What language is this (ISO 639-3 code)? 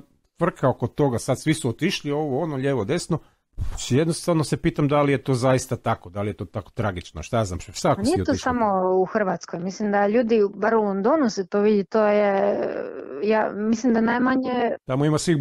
hrv